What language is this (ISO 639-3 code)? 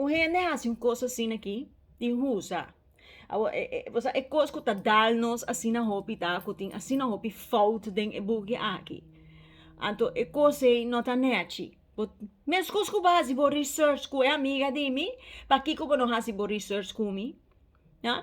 pap